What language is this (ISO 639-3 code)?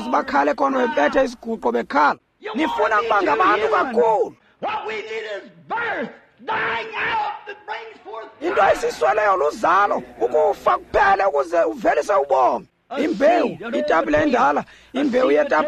xho